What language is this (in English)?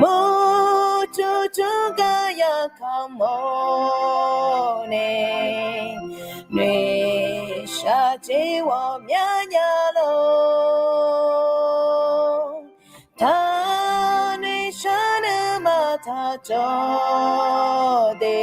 Akha